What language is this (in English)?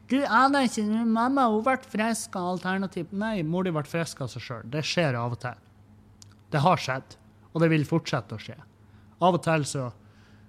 Norwegian